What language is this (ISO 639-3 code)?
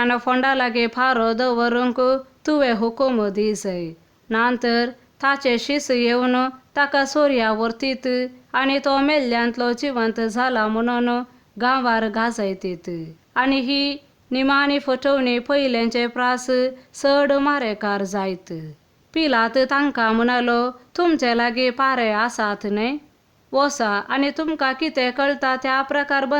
kok